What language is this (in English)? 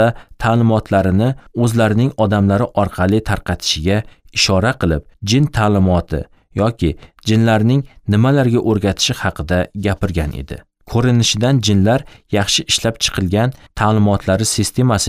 Uzbek